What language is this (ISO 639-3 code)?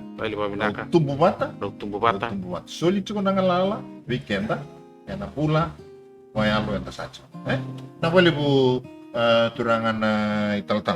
fij